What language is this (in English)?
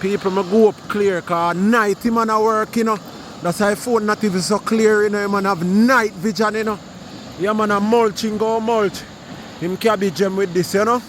Jamaican Creole English